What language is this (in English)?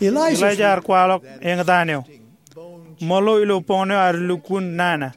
Marshallese